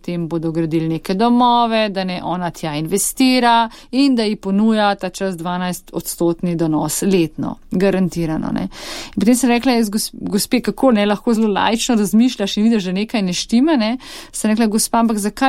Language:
Slovenian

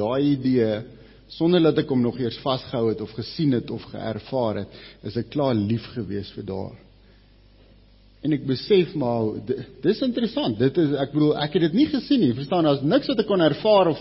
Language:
Afrikaans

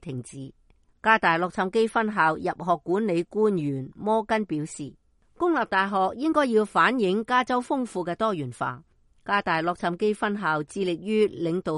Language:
Cantonese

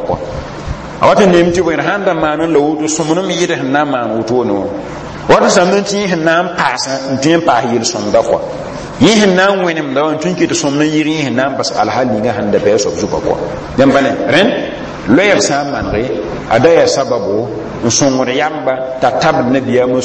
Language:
Mossi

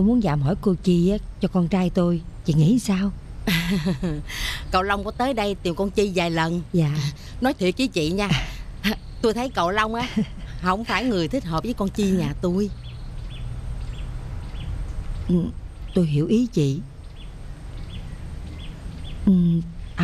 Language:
Vietnamese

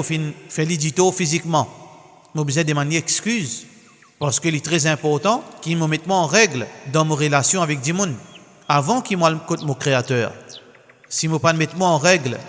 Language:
Morisyen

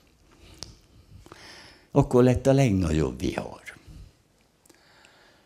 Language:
Hungarian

